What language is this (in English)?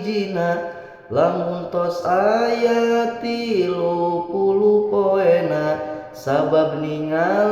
Sundanese